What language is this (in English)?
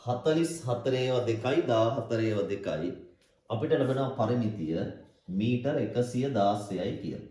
Sinhala